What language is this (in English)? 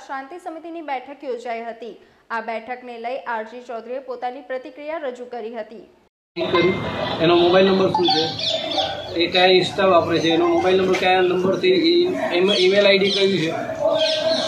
Gujarati